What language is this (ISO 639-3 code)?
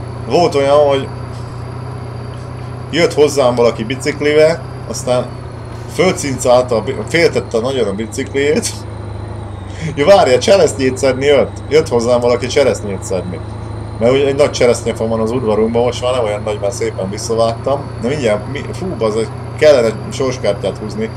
hun